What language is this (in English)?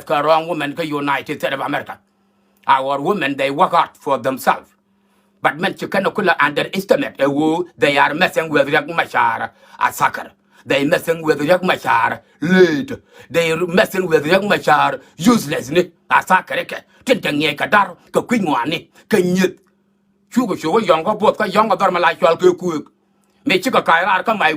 Nuer